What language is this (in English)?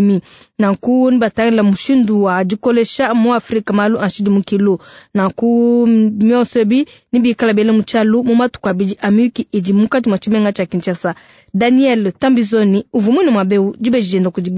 Luba-Lulua